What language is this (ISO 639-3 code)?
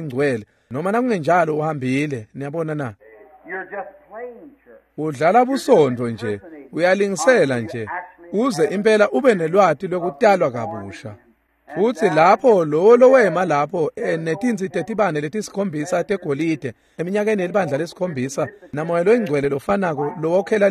ssw